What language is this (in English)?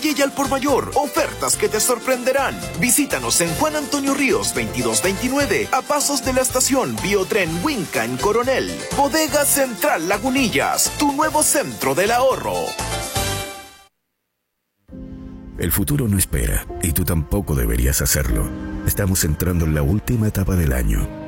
Spanish